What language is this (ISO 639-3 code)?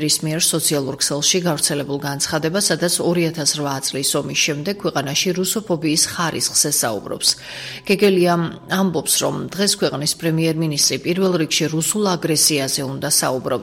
kat